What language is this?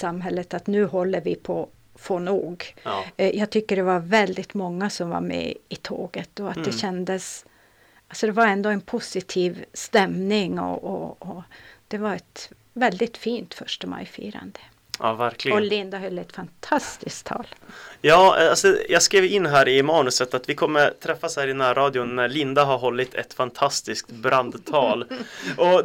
Swedish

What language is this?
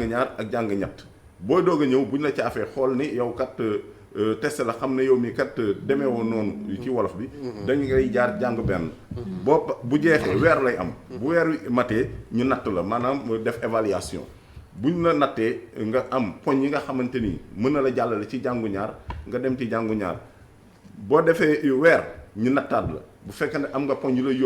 Wolof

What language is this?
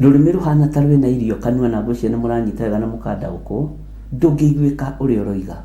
Kikuyu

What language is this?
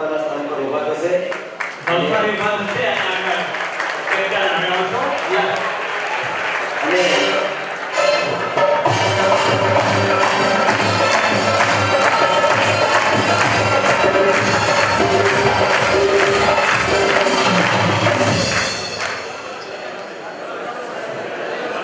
Gujarati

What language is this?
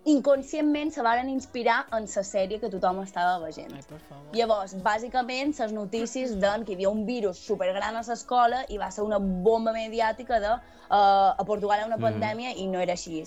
Catalan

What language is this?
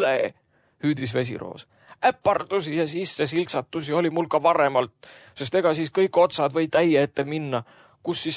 Estonian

